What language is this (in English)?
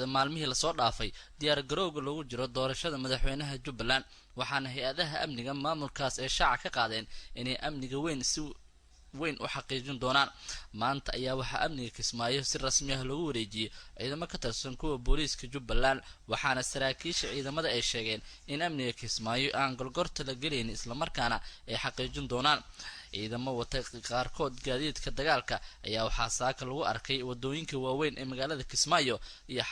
Somali